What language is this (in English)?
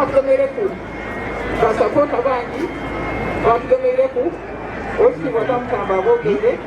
Soga